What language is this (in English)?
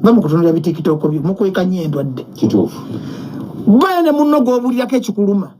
Ganda